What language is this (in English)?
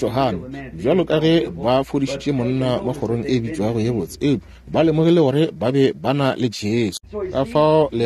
Northern Sotho